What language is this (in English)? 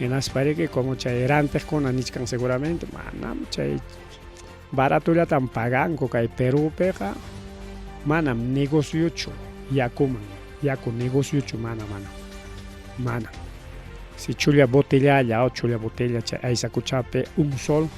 Ayacucho Quechua